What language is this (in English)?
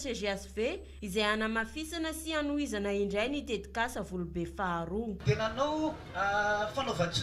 Malagasy